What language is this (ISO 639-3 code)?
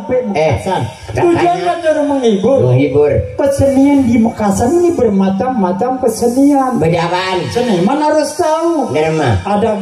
mad